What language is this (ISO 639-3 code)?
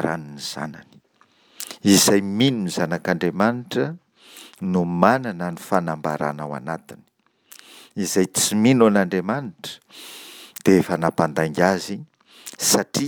mlg